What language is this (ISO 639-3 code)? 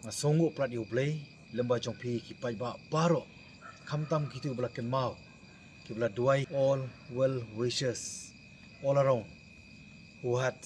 kha